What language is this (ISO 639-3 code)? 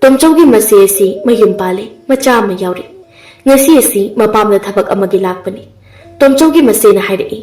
mni